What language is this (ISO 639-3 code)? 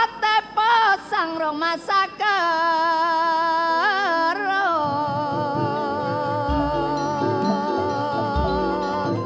mad